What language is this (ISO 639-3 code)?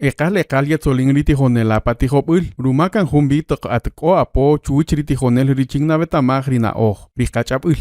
cak